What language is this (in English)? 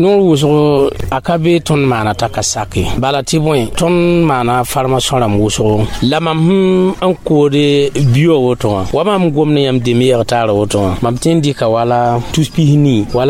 Mossi